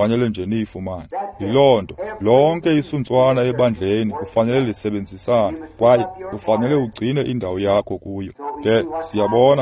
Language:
Xhosa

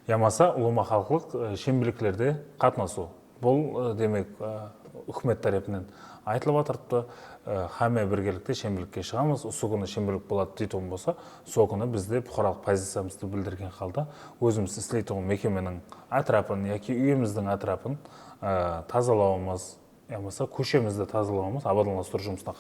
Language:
Kara-Kalpak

